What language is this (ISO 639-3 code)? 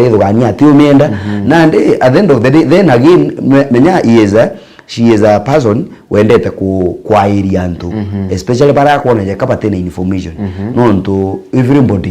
mer